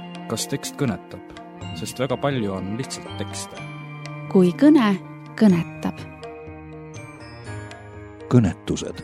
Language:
Estonian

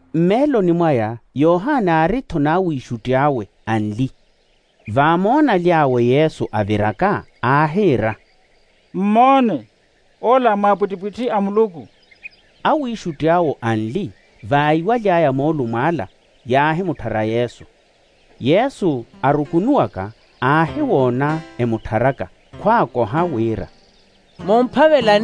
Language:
Makhuwa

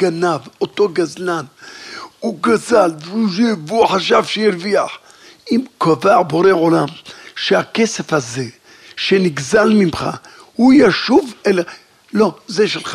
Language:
Hebrew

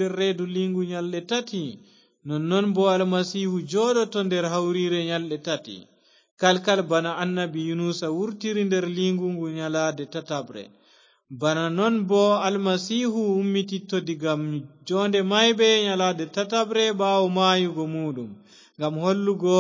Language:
Fula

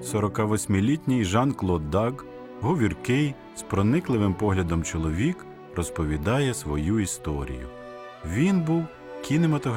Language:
Ukrainian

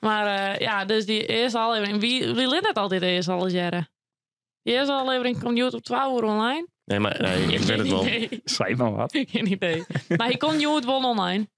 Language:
Western Frisian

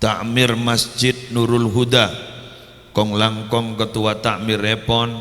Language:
Madurese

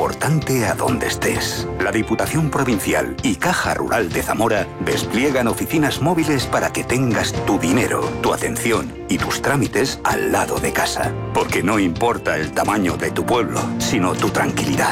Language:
Spanish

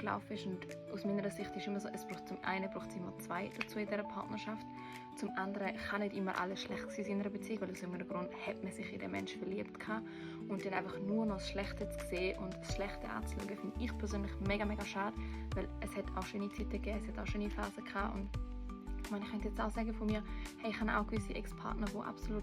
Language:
Swiss German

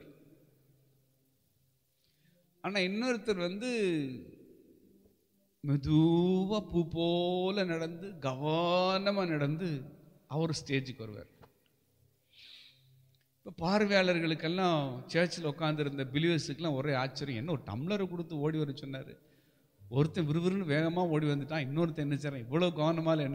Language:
Tamil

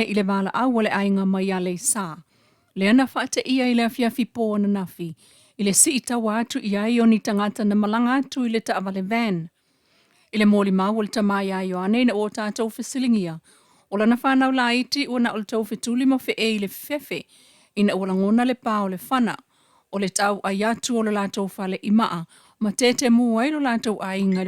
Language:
Samoan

